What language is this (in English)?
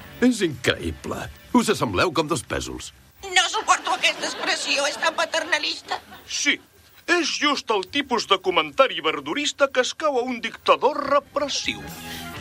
Catalan